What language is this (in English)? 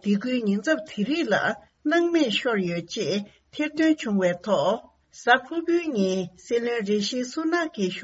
Tibetan